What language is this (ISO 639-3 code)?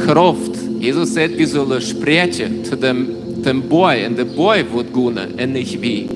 pdt